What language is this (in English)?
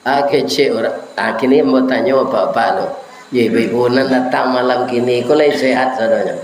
Minangkabau